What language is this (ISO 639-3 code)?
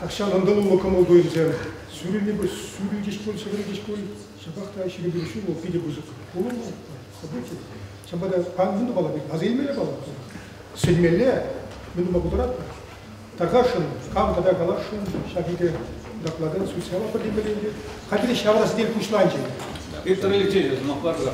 chv